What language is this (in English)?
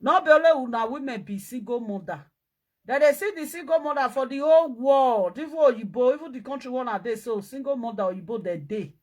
Nigerian Pidgin